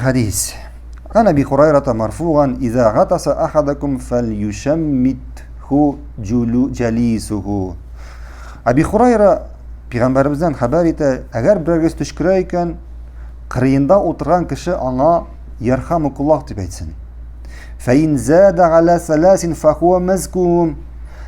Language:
Tatar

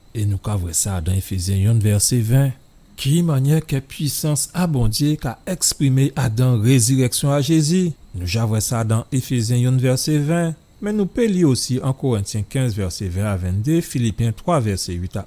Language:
Guadeloupean Creole French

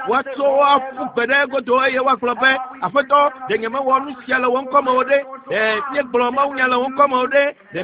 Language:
Ewe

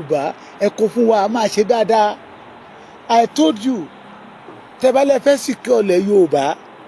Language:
Yoruba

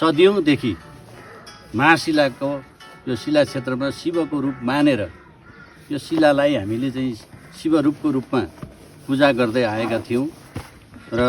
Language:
Nepali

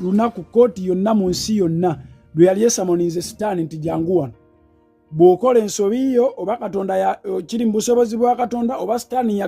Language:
Ganda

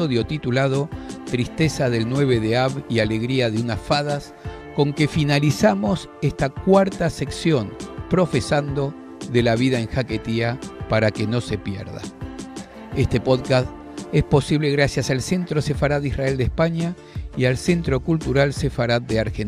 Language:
Ladino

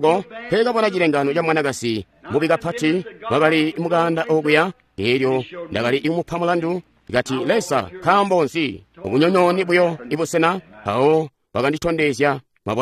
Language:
Tonga (Zambia)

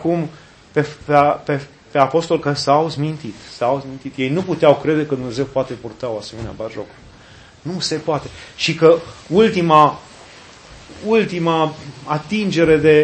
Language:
Romanian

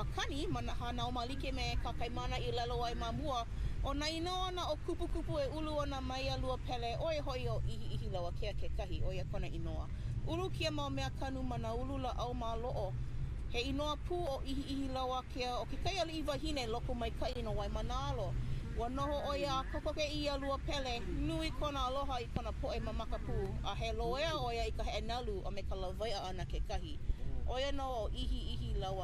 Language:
Hawaiian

